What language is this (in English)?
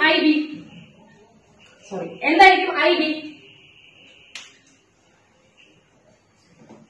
Malayalam